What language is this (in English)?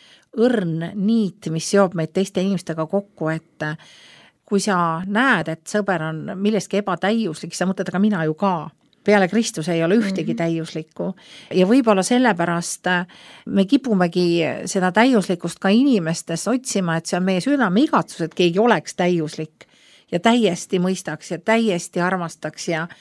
Estonian